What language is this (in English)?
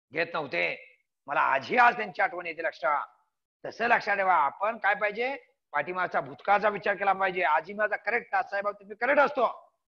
Marathi